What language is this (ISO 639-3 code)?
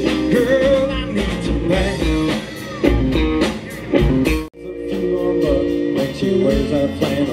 eng